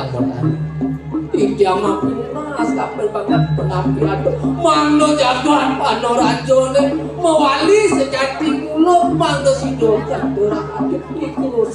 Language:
Balinese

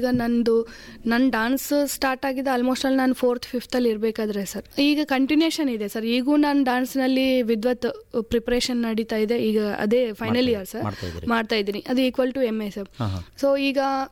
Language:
Kannada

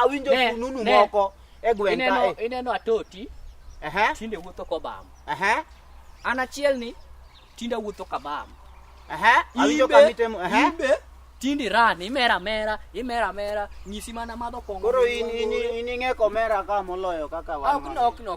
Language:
Luo (Kenya and Tanzania)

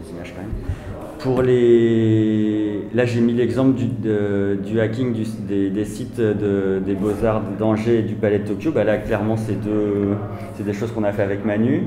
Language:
French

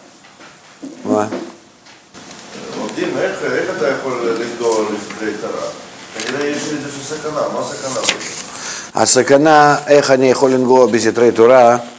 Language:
Hebrew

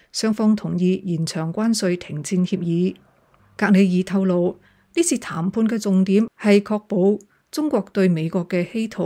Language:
Cantonese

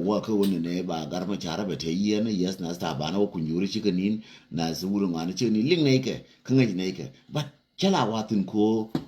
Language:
Nuer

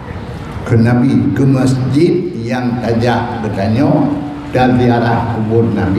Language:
Achinese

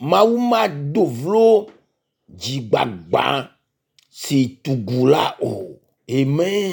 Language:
Ewe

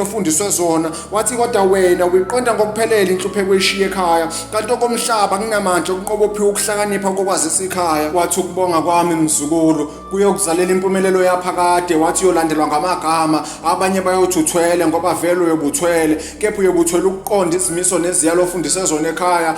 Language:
Zulu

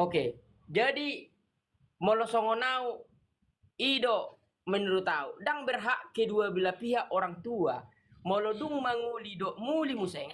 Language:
Batak Toba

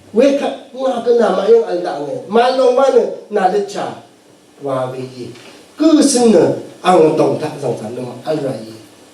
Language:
Rawang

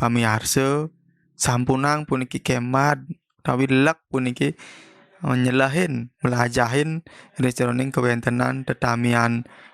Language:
Balinese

